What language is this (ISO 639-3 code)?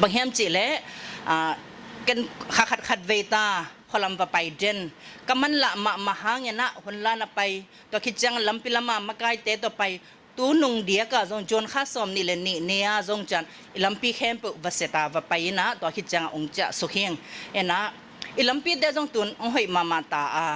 ctd